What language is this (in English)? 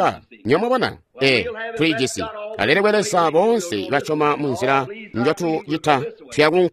Tonga (Zambia)